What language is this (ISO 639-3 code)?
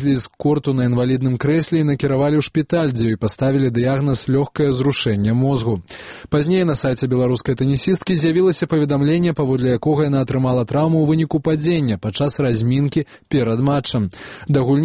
bel